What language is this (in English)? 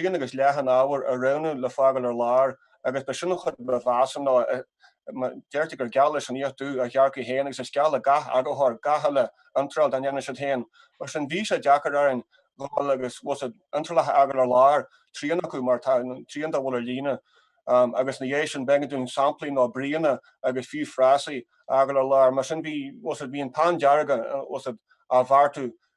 Irish